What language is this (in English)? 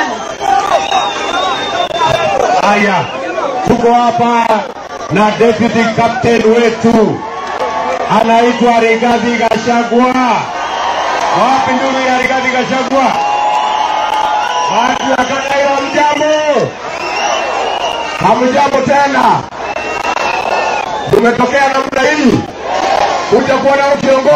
Swahili